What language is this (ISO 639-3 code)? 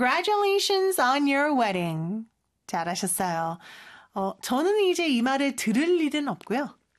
kor